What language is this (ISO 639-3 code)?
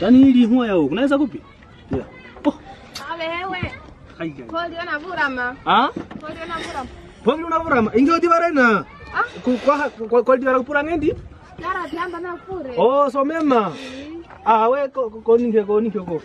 kwn